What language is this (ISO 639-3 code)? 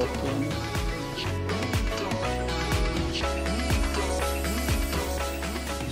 deu